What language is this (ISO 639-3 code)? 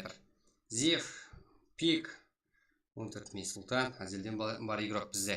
kaa